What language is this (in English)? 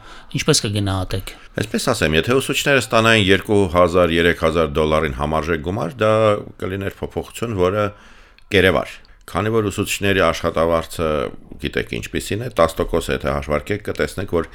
Armenian